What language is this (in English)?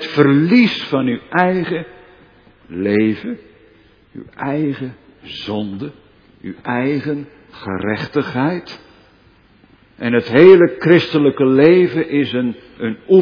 Dutch